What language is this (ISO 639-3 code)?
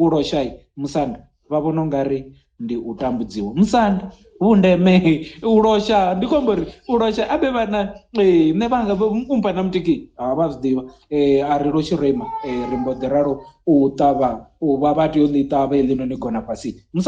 ven